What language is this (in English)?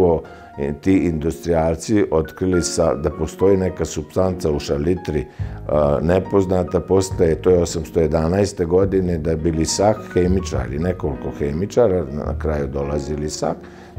Serbian